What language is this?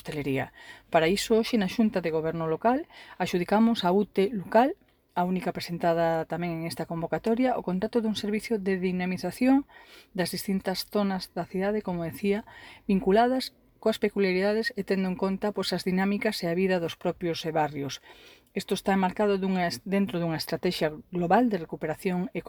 Galician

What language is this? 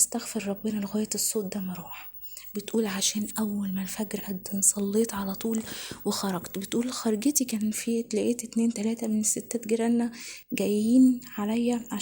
Egyptian Arabic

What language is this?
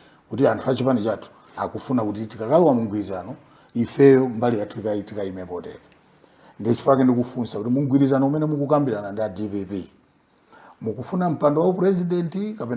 Nyanja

